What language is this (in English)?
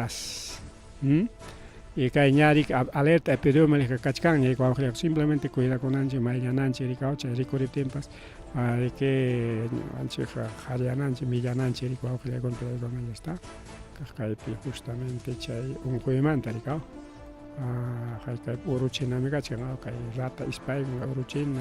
Ayacucho Quechua